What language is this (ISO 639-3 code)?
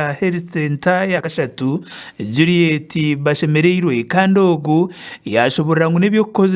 nyn